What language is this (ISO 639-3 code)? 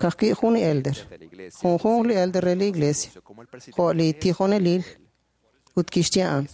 kek